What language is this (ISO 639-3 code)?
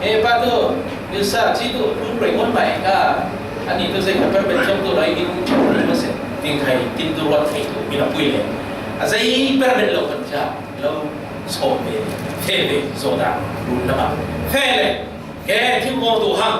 cfm